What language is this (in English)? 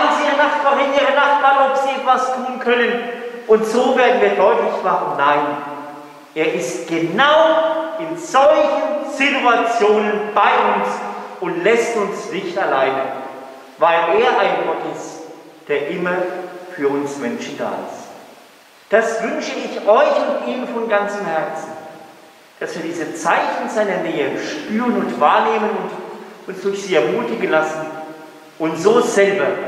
German